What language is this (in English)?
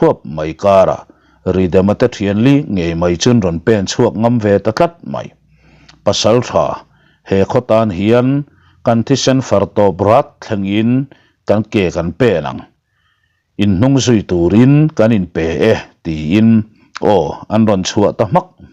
Mizo